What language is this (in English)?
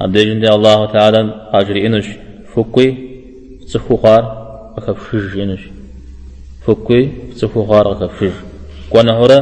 Kabardian